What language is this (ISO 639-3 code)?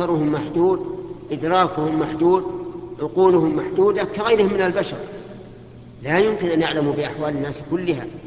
ara